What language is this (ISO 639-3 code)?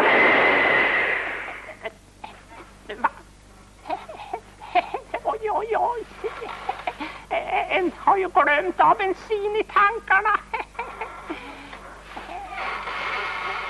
swe